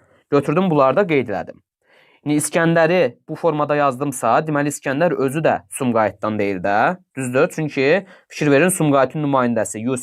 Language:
Azerbaijani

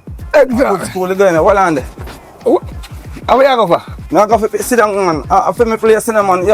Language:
Jamaican Creole English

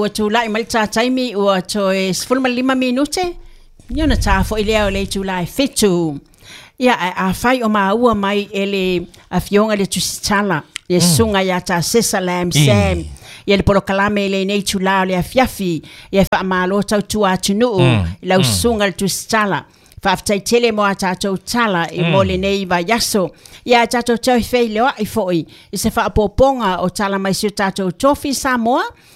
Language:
Samoan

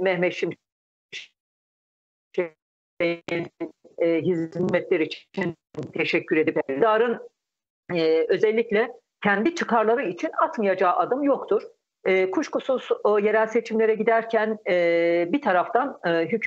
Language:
Turkish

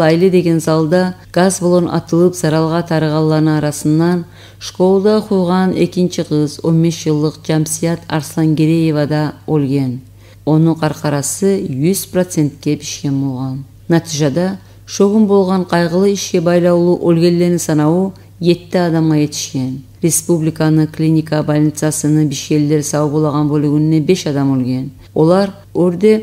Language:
Kumyk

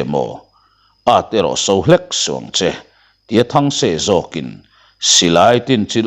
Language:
Mizo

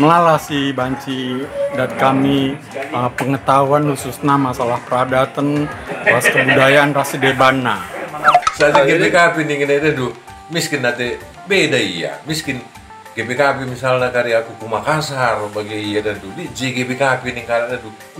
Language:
Batak Karo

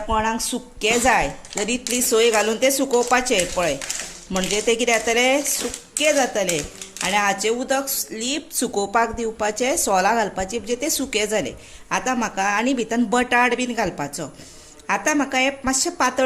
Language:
Konkani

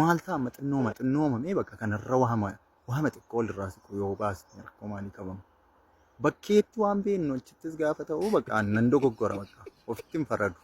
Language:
Oromo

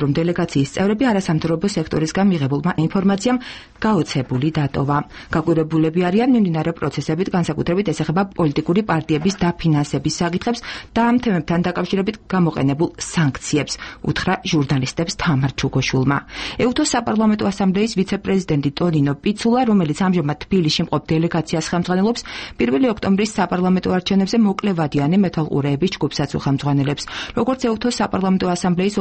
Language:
Georgian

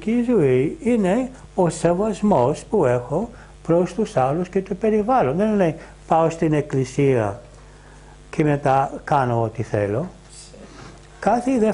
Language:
Greek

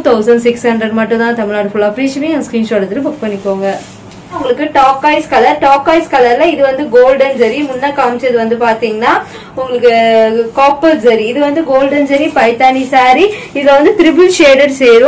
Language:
Tamil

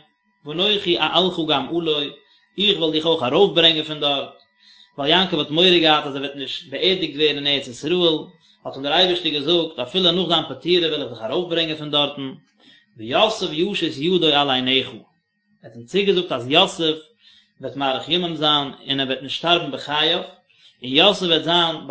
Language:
Yiddish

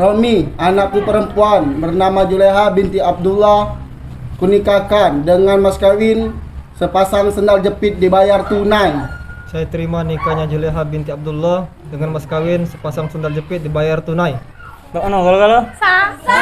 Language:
Musi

